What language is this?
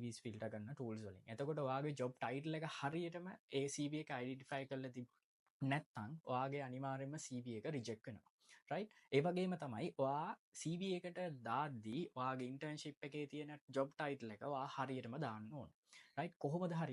Sinhala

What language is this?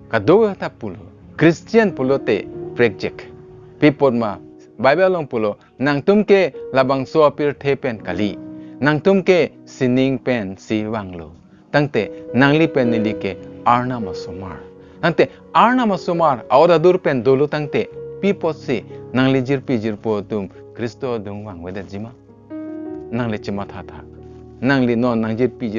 Karbi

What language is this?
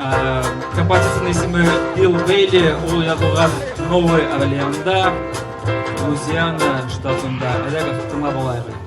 Bashkir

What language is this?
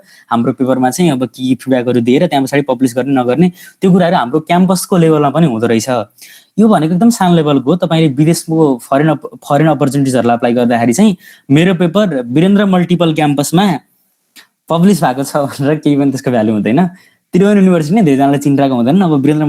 Nepali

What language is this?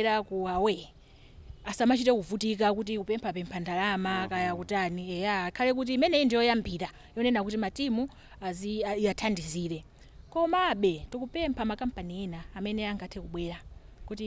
Nyanja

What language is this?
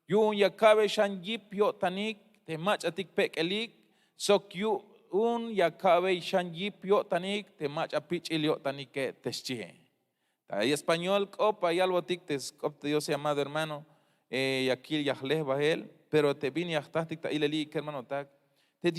Tzeltal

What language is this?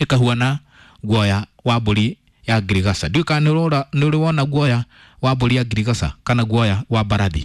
Kikuyu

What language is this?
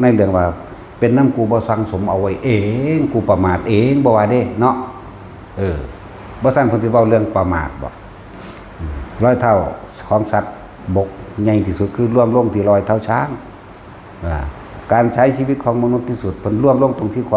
Northeastern Thai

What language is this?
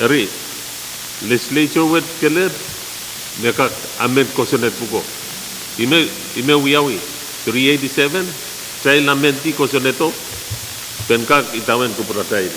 Pohnpeian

